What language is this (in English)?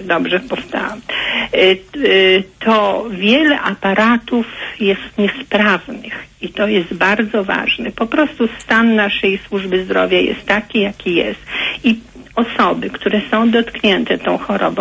Polish